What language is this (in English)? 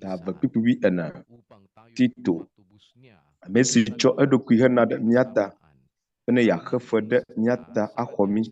Ewe